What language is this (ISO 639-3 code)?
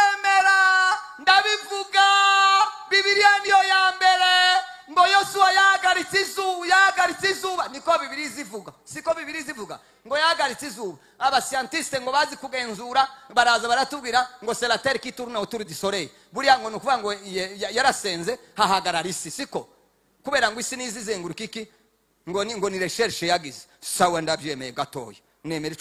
kin